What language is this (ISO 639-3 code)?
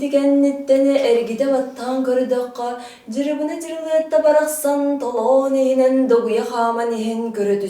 sah